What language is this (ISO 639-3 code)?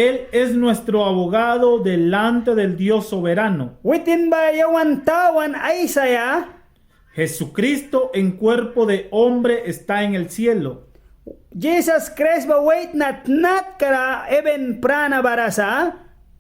miq